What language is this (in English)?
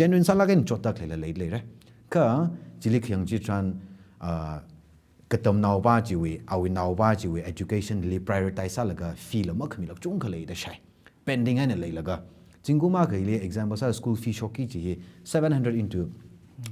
Tangkhul Naga (India)